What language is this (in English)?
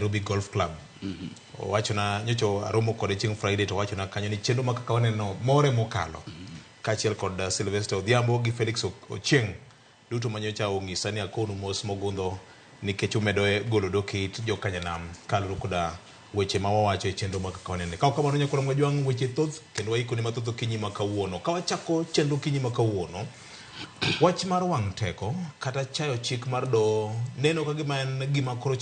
Luo (Kenya and Tanzania)